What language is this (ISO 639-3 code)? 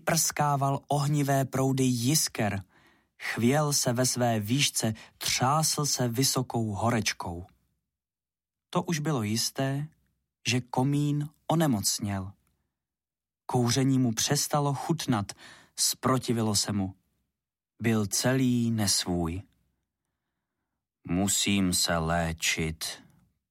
ces